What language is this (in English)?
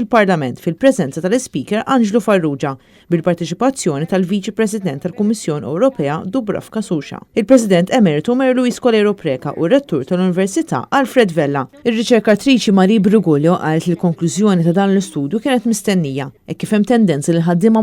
Maltese